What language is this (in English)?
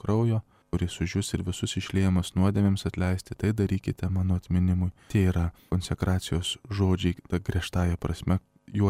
Lithuanian